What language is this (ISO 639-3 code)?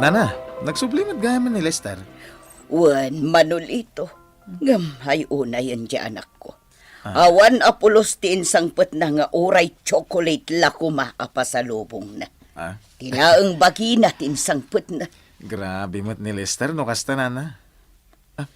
ilo